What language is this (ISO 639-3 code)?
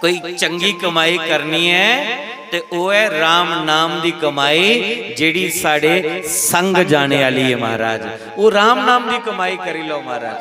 doi